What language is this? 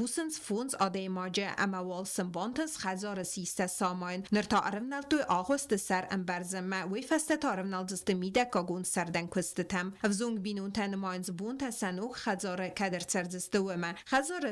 Ossetic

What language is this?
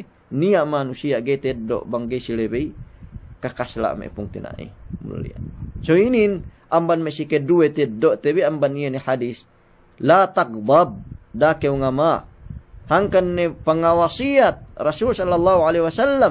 Yakan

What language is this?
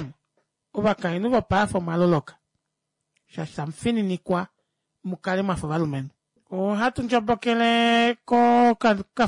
Kuanyama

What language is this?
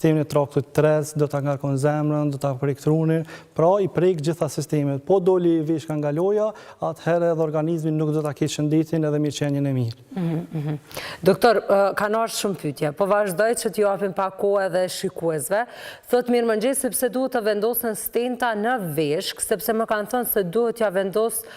Albanian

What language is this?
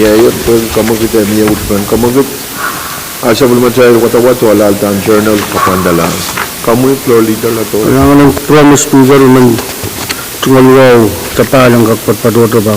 Pohnpeian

